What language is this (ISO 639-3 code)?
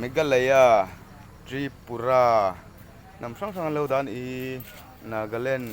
lus